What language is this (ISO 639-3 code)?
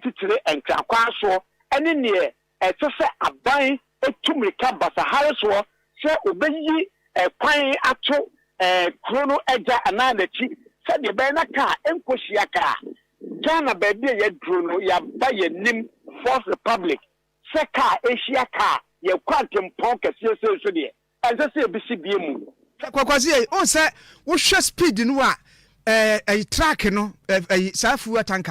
aka